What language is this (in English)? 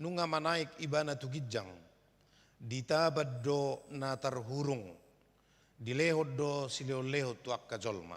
Batak Toba